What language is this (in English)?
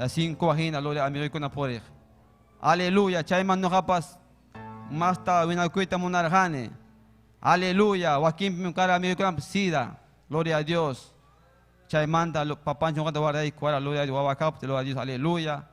Ayacucho Quechua